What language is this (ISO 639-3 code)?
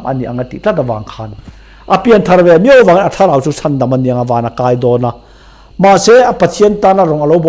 lus